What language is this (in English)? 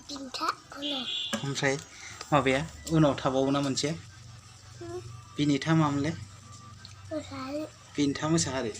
Bodo